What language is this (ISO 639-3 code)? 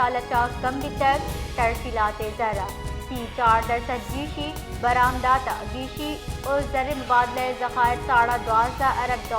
bal